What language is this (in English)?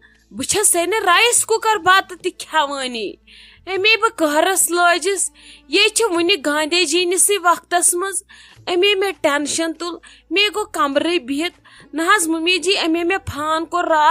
Kashmiri